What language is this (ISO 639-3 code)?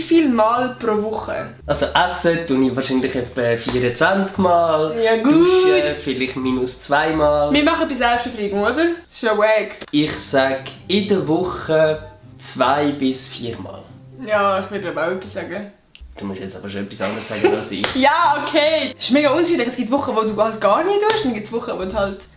gsw